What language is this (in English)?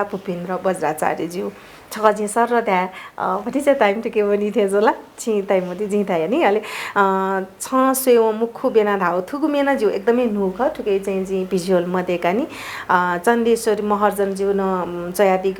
Newari